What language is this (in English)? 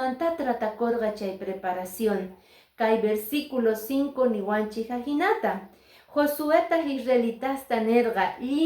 Quechua